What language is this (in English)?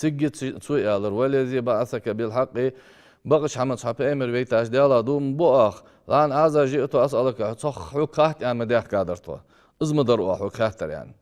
Ingush